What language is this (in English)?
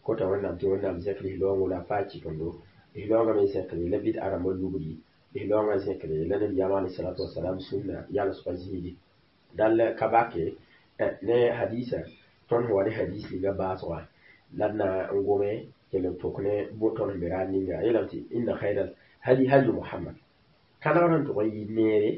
Mossi